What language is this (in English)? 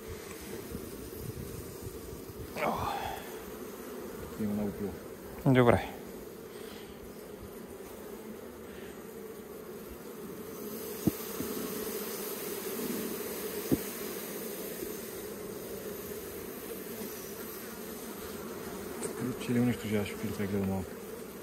Bulgarian